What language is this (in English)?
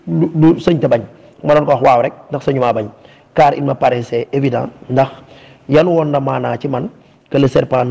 Wolof